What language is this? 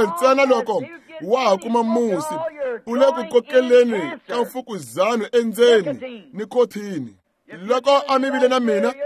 Tsonga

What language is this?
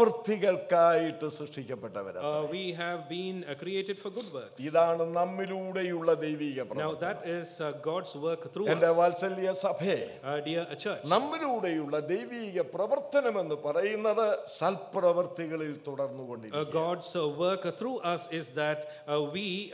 Malayalam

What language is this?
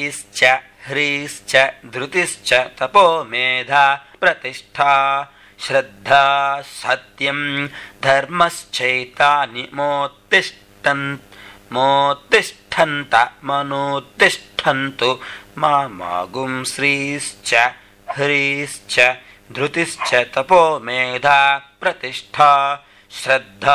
Sanskrit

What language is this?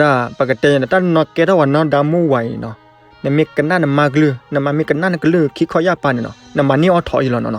S'gaw Karen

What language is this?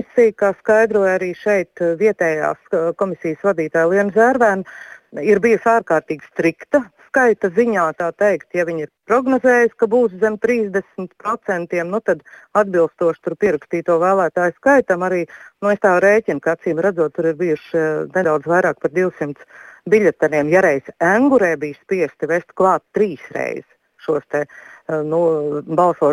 Latvian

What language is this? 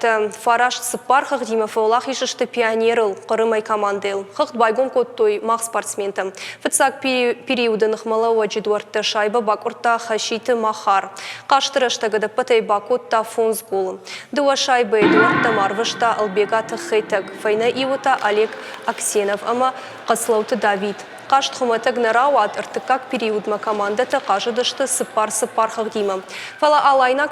Ossetic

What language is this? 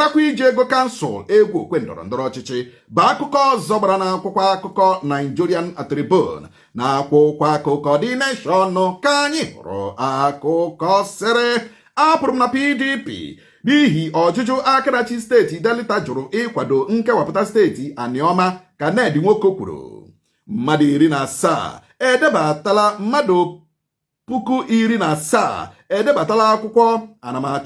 Igbo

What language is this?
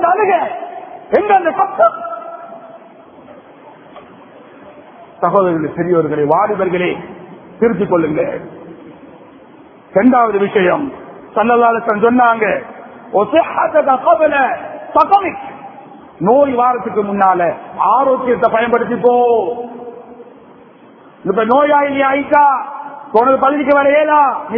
Tamil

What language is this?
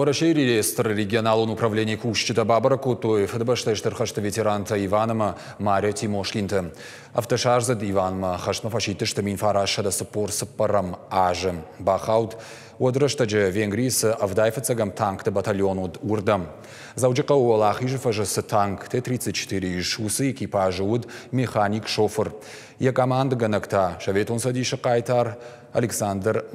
Ossetic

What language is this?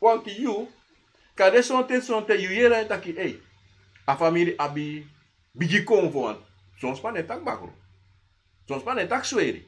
Sranan Tongo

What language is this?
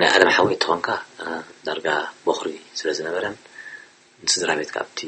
Tigrinya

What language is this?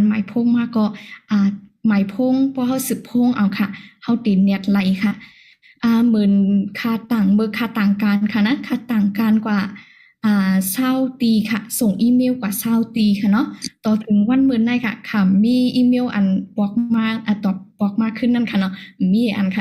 Shan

